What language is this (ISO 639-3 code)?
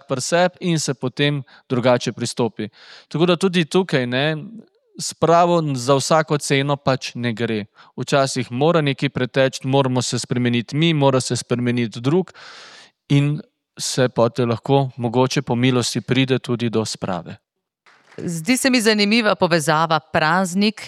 slv